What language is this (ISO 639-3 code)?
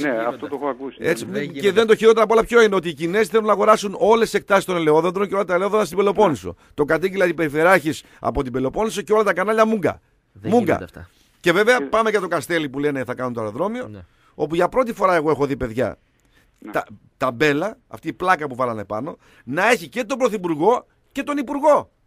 ell